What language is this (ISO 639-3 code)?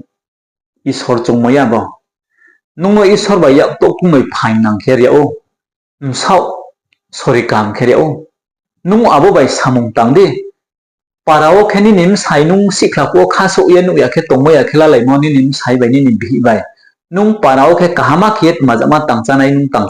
ria